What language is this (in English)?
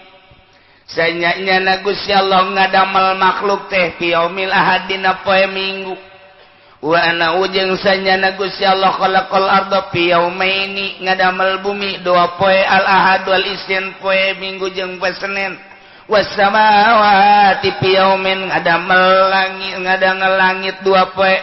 Sundanese